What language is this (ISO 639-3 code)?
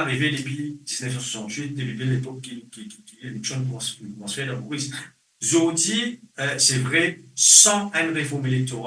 mfe